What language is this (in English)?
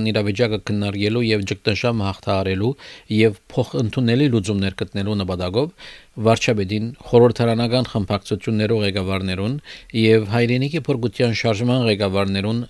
Armenian